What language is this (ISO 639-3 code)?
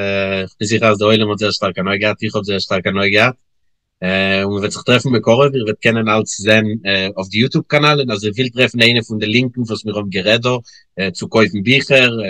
yid